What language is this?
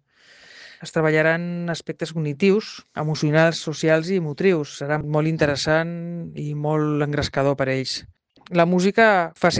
Catalan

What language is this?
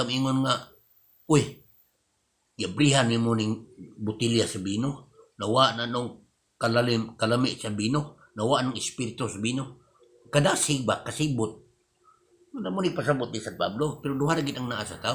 Cebuano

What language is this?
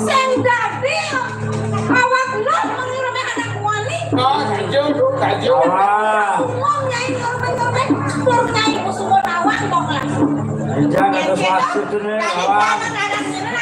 Balinese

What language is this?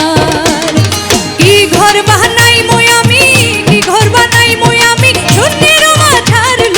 Sylheti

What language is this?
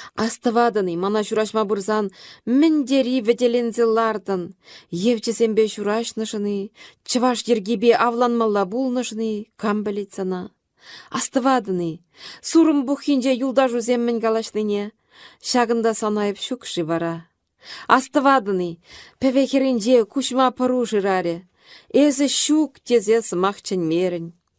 Chuvash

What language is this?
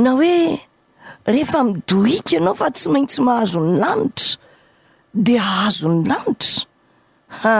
Malagasy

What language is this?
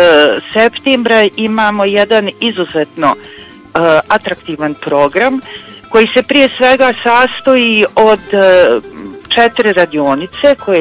Bosnian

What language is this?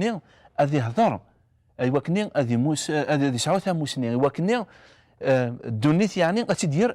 Kabyle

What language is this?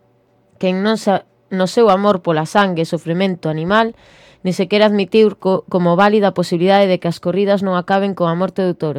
Galician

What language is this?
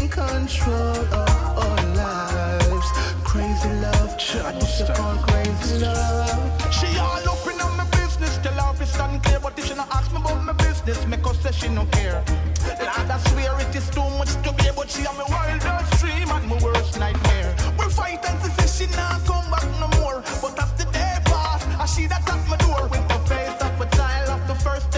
Jamaican Creole English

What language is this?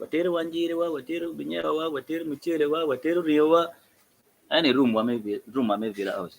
Acoli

